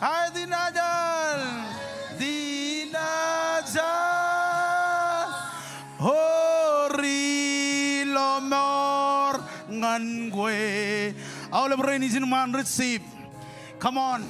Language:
Marshallese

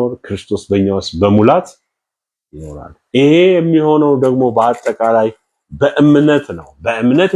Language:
Amharic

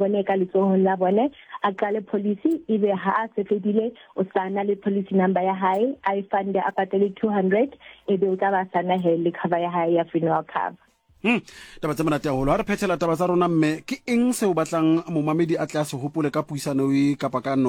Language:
Southern Sotho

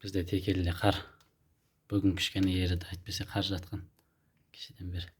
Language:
Kazakh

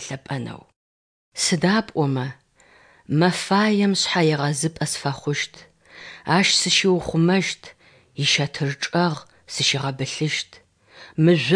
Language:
Adyghe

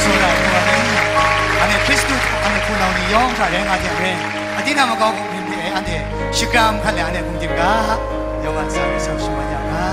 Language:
Kachin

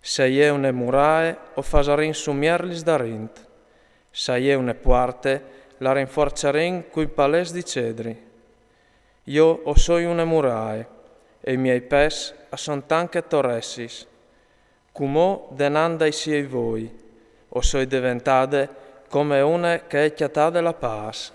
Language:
Friulian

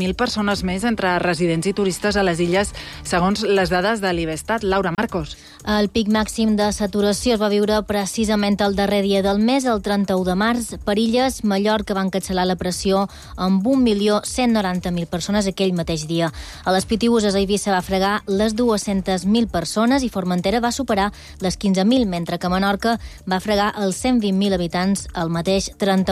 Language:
Catalan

